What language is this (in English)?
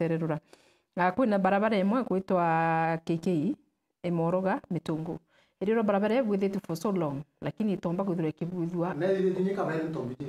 Meru